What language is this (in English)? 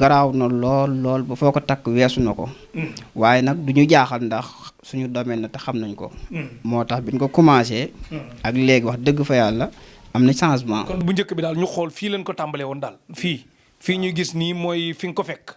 Wolof